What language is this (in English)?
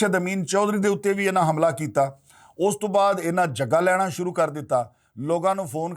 Western Panjabi